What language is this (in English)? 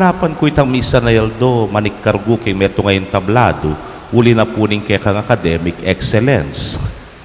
Pampanga